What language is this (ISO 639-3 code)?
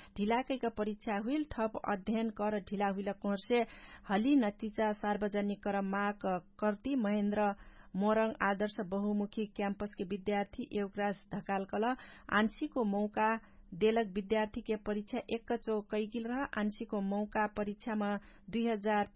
thl